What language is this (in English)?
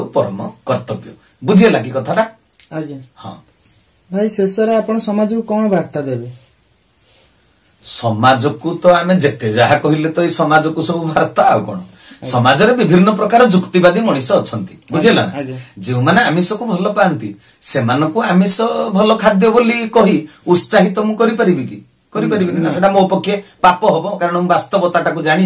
Odia